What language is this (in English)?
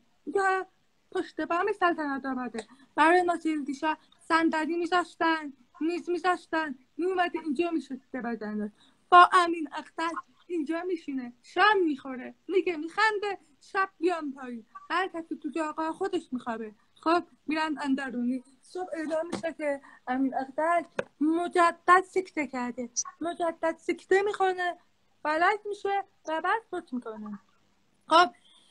Persian